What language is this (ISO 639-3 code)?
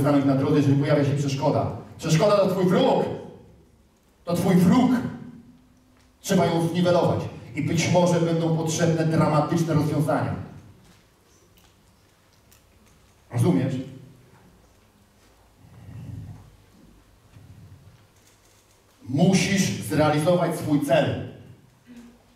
pol